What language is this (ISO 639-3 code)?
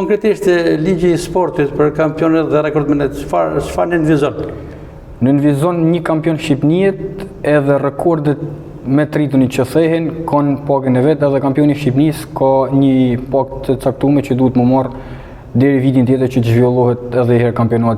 sqi